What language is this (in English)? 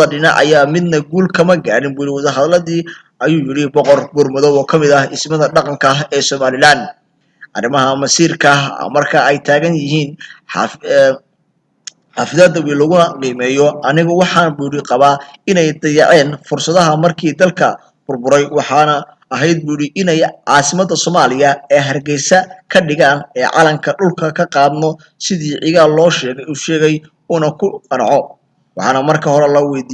Somali